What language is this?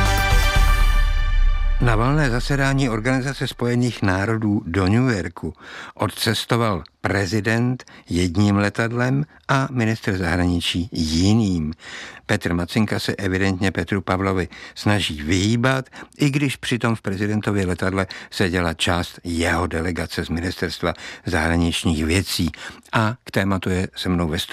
Czech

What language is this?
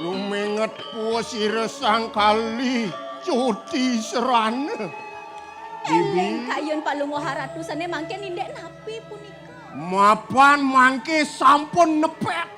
Balinese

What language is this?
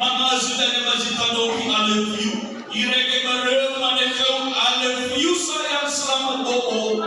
Nias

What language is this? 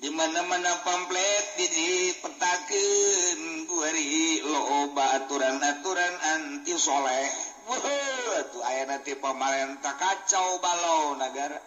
Sundanese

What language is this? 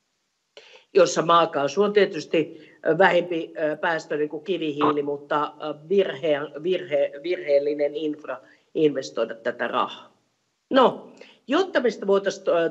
Finnish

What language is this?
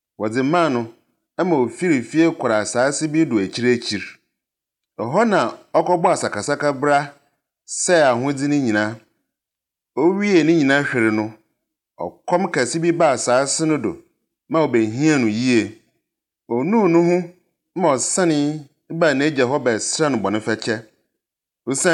Akan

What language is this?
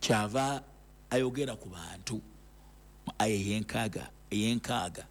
Ganda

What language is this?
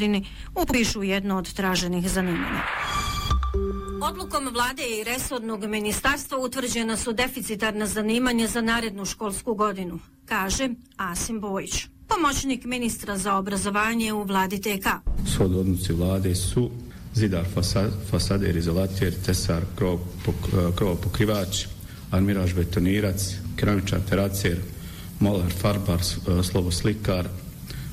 Bosnian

